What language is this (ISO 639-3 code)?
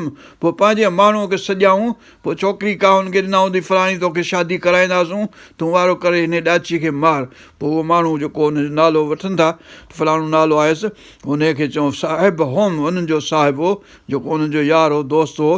snd